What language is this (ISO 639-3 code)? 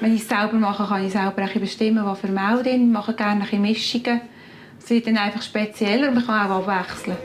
gsw